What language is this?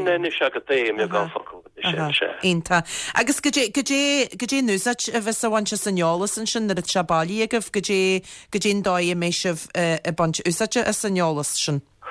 Irish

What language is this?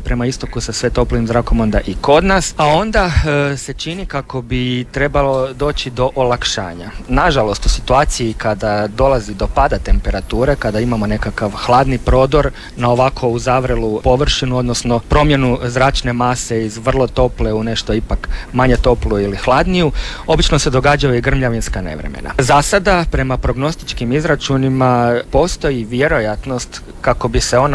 Croatian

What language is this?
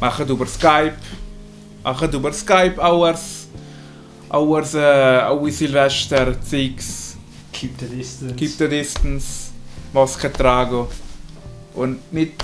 Swiss German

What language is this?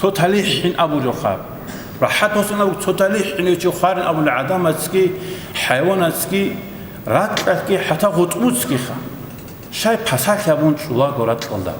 Avaric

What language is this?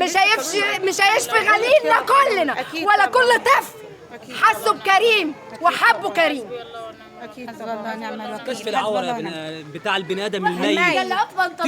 Egyptian Arabic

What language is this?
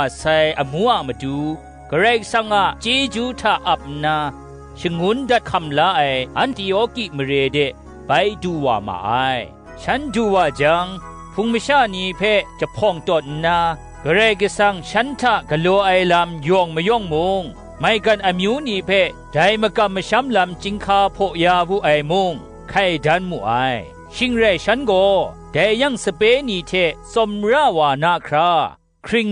Kachin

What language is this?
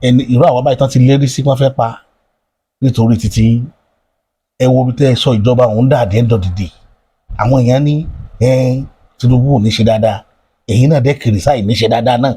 Yoruba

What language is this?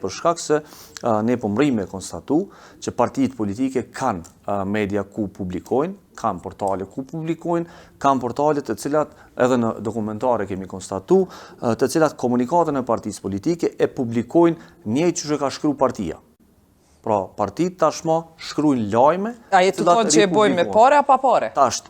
Albanian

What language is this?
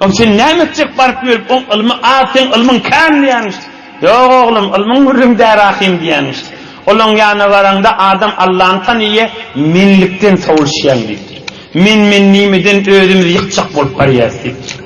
Turkmen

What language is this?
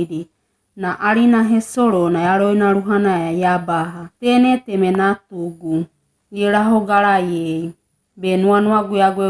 Wagawaga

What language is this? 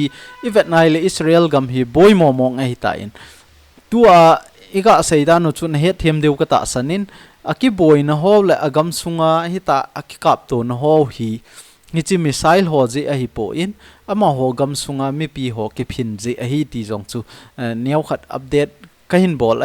Thado Chin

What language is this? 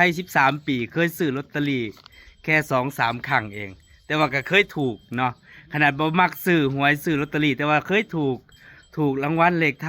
Northeastern Thai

